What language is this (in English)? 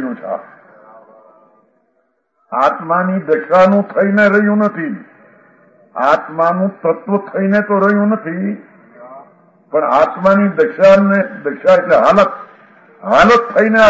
Gujarati